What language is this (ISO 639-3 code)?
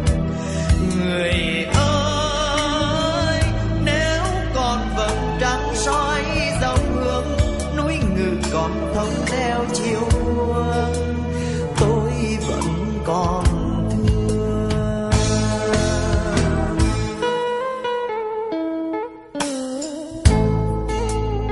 vie